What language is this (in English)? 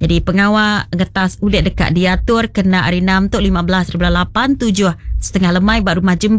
Iban